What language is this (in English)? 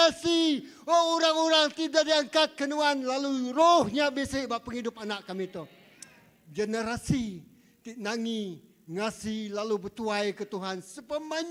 Iban